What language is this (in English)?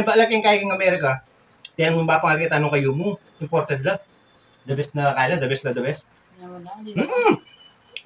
Pampanga